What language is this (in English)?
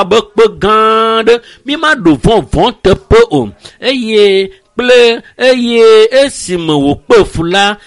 Ewe